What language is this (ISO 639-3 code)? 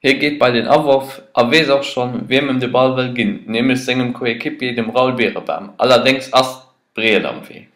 ltz